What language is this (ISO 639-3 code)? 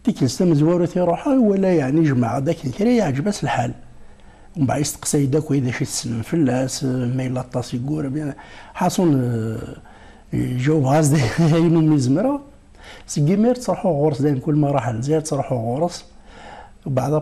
kab